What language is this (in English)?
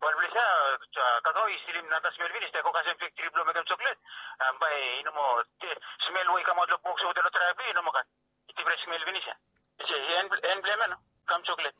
Bislama